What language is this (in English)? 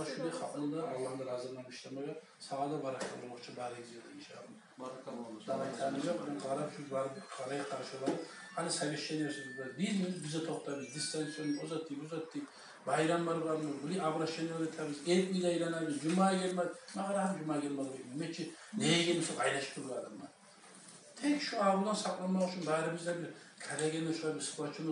Kumyk